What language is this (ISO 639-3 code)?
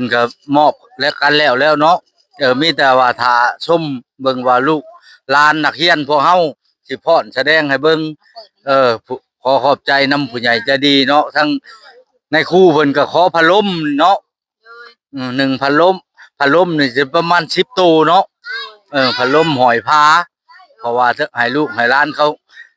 lao